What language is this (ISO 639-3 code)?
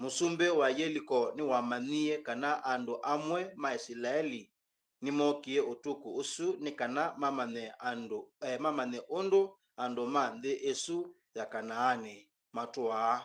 kam